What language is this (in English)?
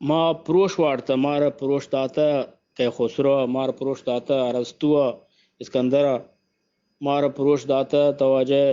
Eastern Balochi